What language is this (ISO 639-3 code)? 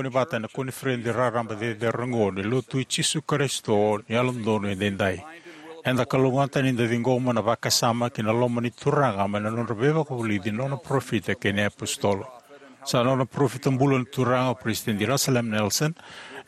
fij